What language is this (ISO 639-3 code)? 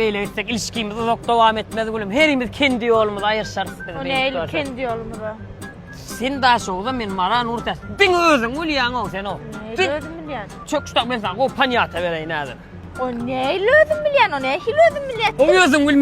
tuk